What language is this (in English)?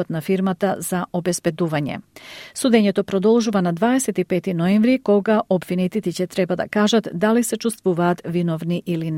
Macedonian